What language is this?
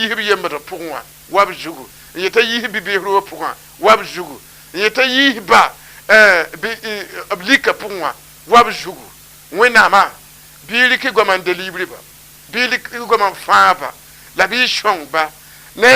Mossi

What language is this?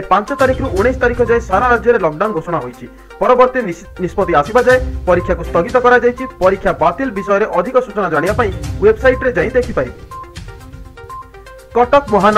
Odia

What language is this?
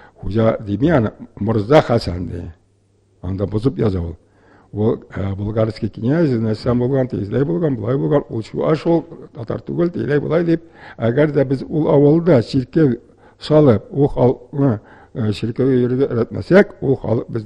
Tatar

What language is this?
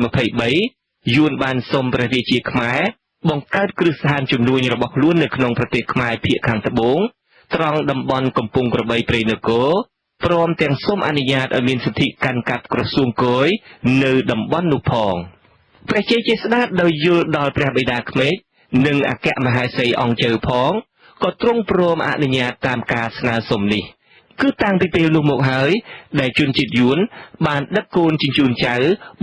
Khmer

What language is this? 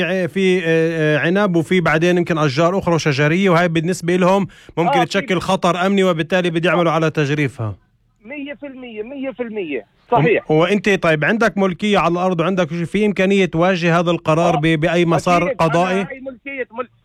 North Levantine Arabic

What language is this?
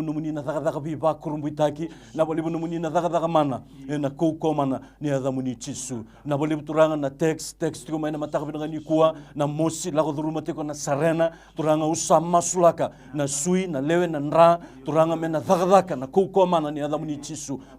Fijian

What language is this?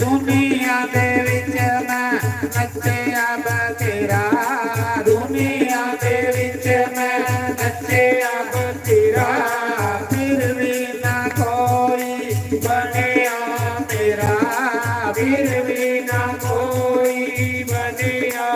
Dogri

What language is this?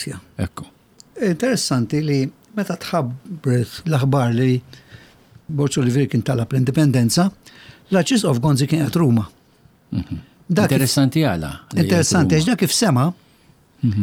Maltese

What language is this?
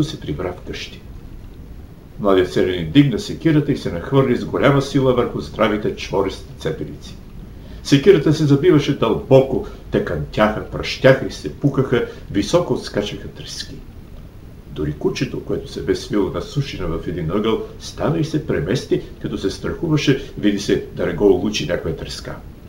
Bulgarian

